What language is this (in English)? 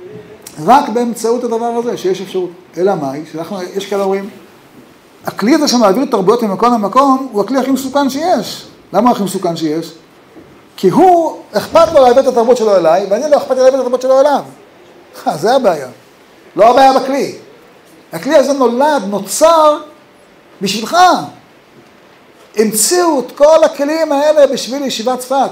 Hebrew